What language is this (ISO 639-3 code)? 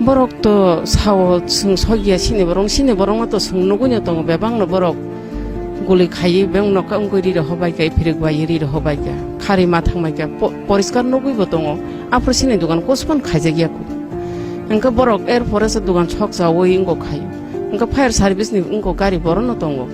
trp